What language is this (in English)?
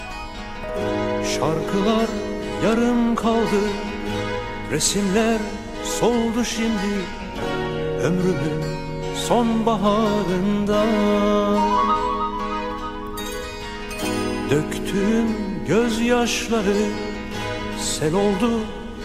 Turkish